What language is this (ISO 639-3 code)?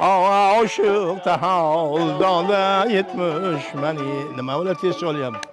uzb